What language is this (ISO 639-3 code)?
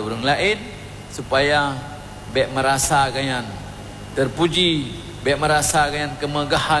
ace